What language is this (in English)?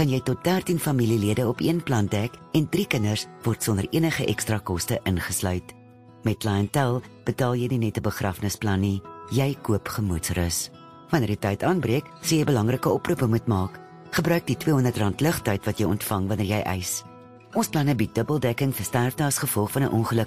Afrikaans